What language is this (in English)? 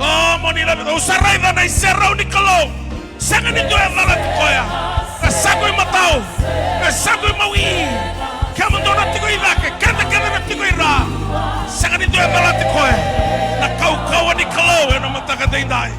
Fijian